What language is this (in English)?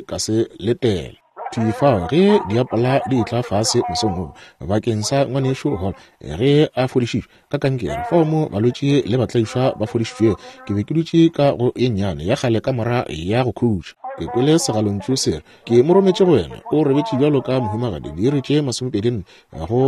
Northern Sotho